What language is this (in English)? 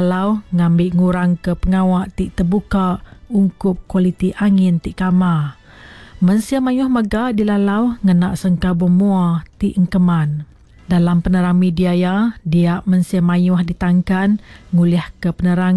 Iban